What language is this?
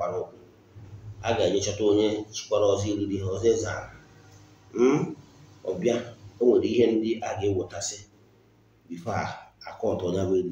Igbo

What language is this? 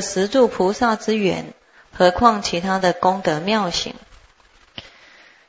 Chinese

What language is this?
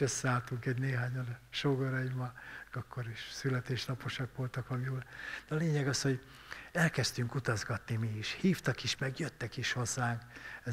Hungarian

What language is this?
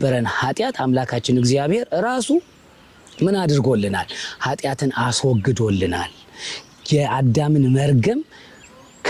Amharic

